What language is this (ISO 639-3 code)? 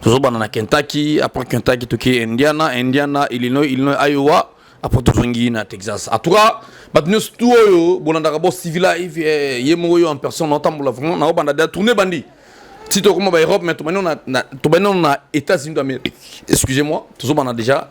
lin